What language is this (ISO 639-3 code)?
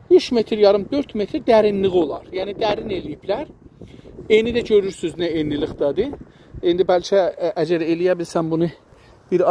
azb